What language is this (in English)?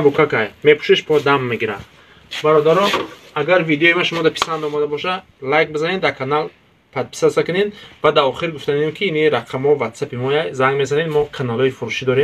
Tajik